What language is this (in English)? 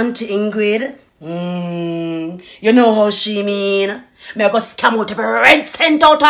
Jamaican Creole English